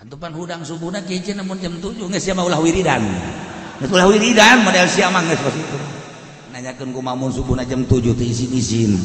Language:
Sundanese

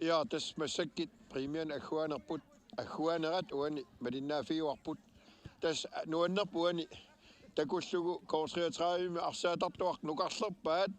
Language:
Kalaallisut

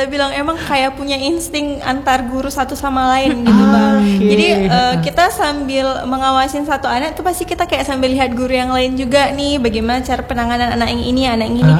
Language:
Indonesian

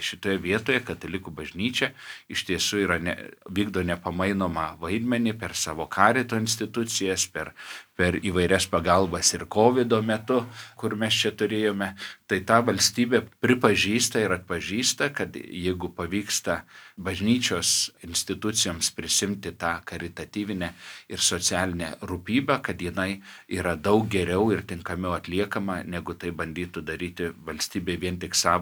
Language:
Lithuanian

